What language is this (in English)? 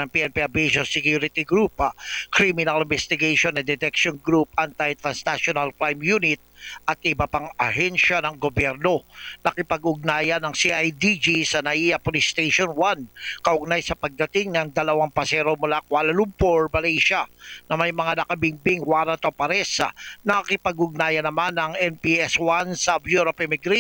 Filipino